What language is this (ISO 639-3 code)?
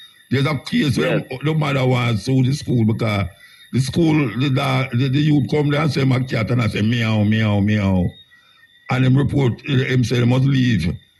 jam